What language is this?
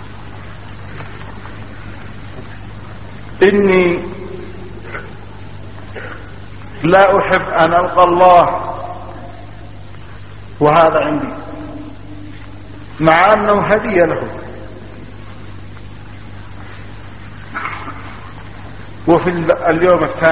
Arabic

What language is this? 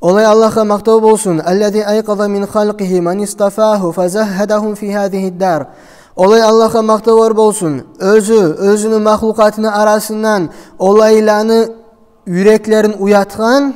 Kumyk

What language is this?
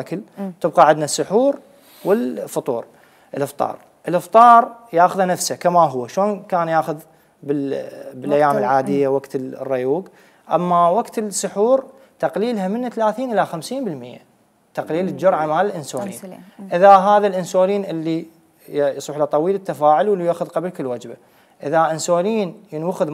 Mesopotamian Arabic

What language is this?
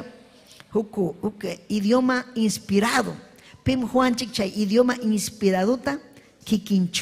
Ayacucho Quechua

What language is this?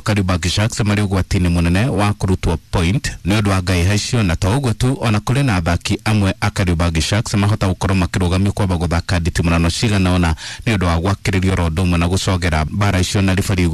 Kikuyu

